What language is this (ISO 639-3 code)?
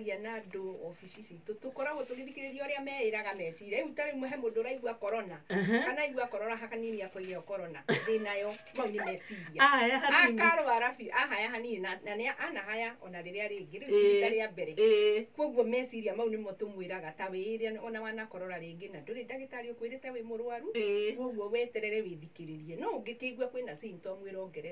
kik